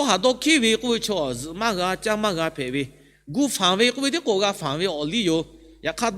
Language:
Lahu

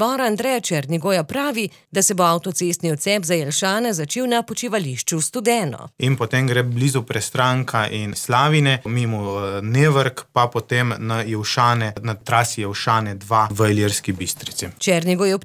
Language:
Slovenian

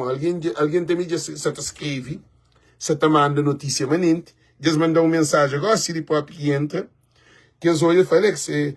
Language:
Kabuverdianu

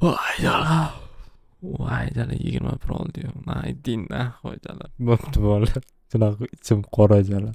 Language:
Uzbek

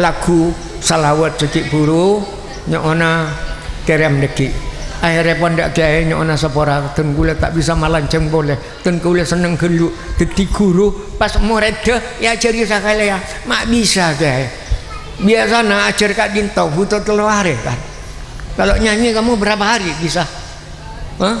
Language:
Madurese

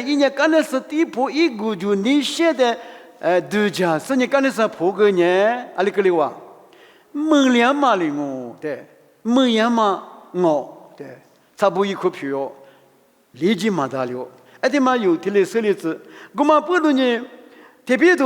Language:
Lisu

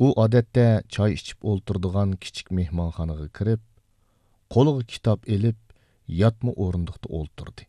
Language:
Uyghur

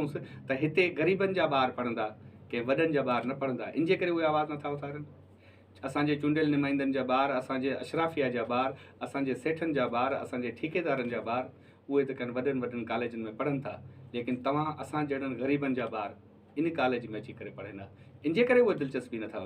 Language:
Sindhi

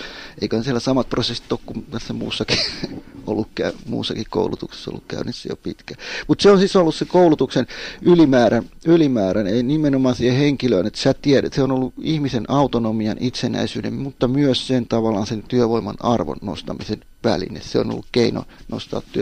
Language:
Finnish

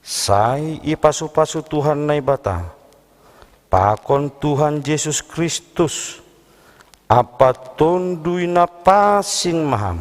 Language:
Batak Simalungun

